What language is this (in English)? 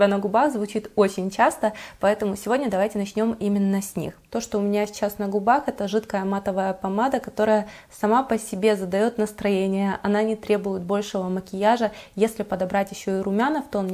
Russian